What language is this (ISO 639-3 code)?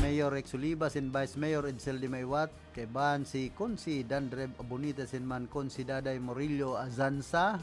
bik